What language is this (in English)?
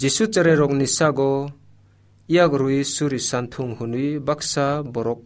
Kok Borok